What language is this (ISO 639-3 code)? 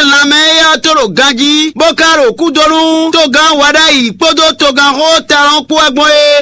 fon